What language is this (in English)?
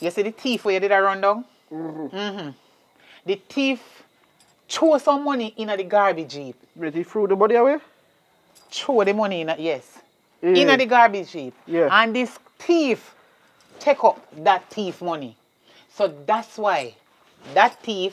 Jamaican Creole English